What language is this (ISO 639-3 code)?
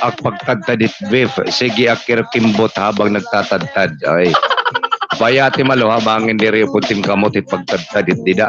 war